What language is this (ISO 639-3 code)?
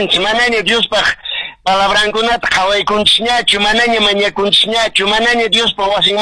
que